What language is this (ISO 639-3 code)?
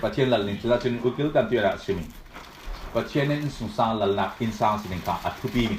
cfm